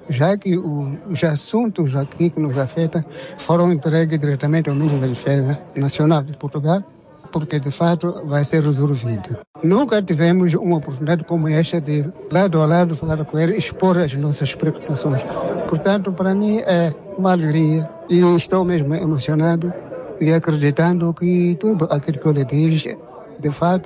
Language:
Portuguese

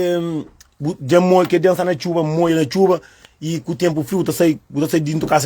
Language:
Kabuverdianu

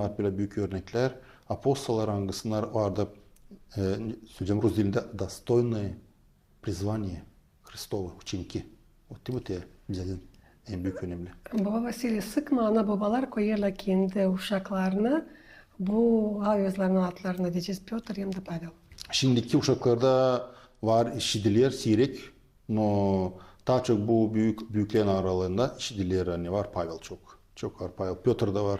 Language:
Gagauz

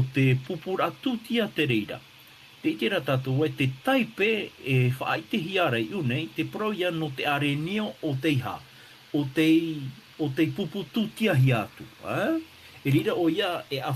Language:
Tahitian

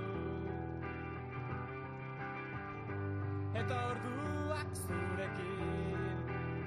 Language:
Basque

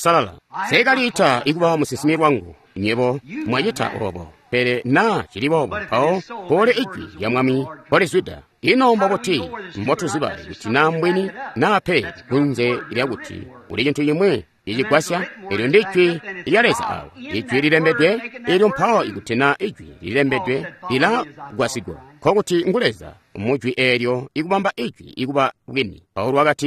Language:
Tonga (Zambia)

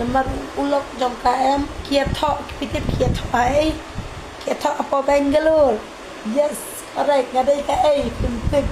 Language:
Khasi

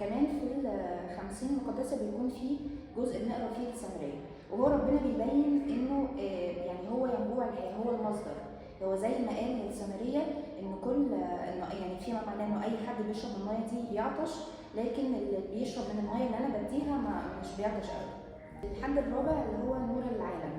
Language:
Egyptian Arabic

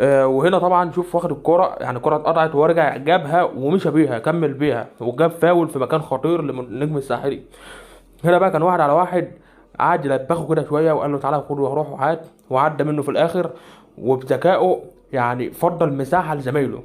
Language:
Egyptian Arabic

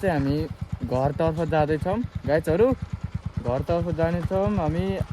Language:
Nepali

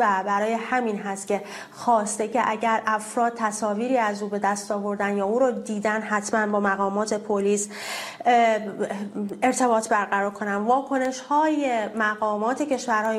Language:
Persian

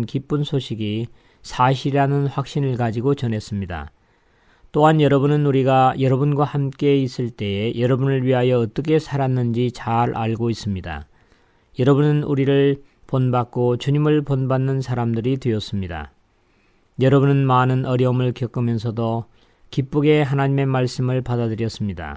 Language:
Korean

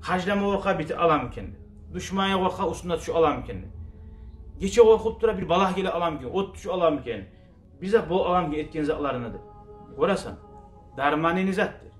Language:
Kumyk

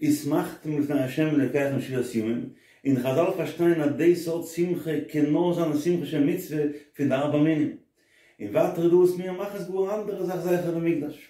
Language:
Yiddish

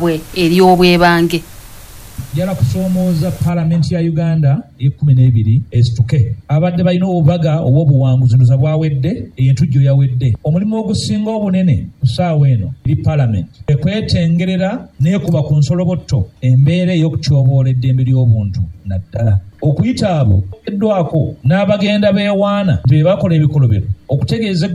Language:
Ganda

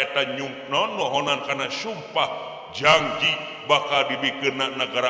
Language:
Sundanese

